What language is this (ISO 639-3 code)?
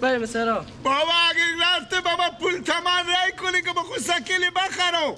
fas